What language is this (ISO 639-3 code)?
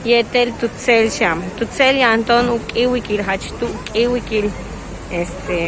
yua